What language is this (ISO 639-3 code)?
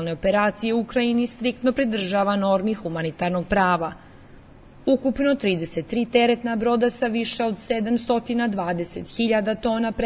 srp